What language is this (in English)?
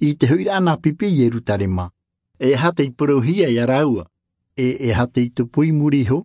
Tahitian